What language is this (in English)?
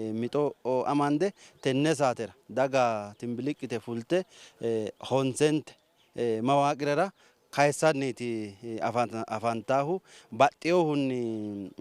Sidamo